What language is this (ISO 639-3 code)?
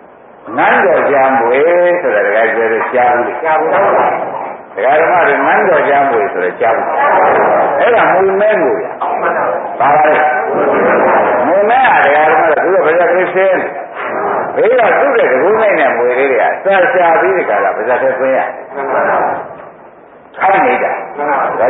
mya